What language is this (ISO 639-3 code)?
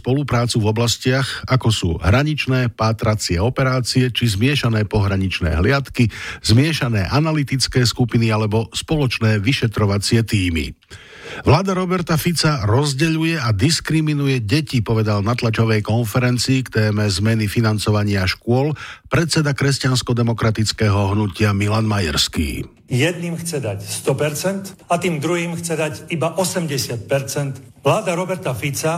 slk